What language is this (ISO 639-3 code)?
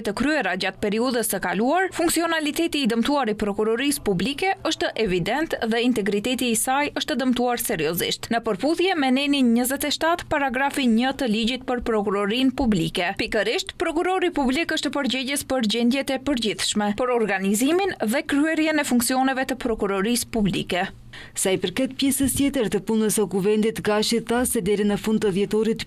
sqi